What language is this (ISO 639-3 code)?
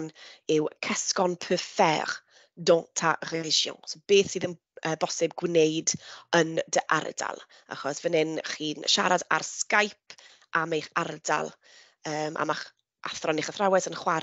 cym